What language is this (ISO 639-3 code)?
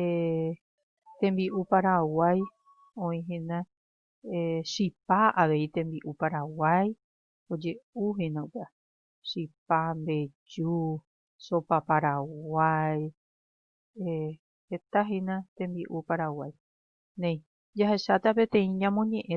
grn